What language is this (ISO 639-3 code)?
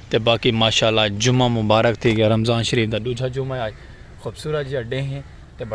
skr